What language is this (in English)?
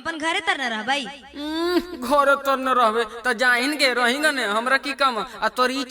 Magahi